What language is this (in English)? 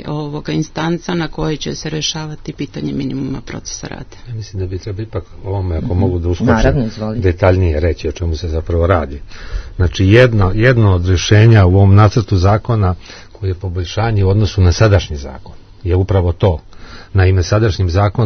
Serbian